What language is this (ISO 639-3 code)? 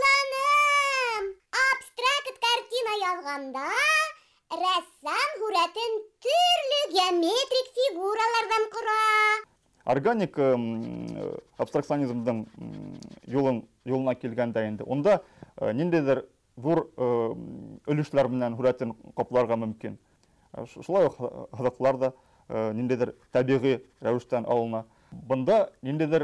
bak